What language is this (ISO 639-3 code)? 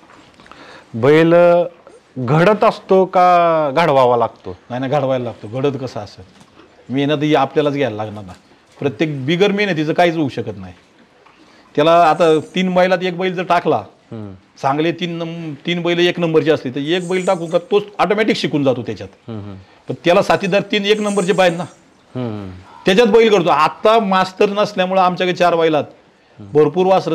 mar